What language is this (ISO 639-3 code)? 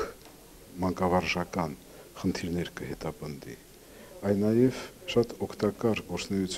hye